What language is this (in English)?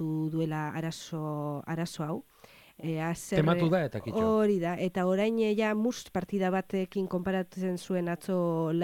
Basque